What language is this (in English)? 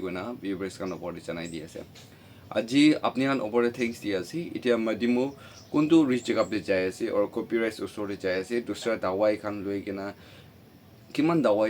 Naga Pidgin